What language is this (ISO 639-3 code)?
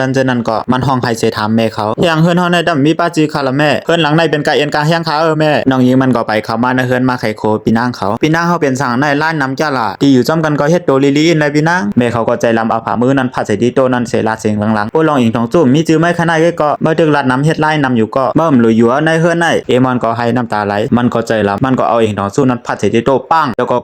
shn